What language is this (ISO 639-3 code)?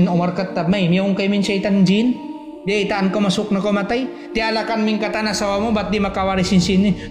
tsg